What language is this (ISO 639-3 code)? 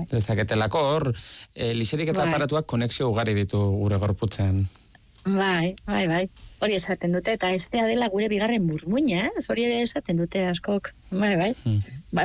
eus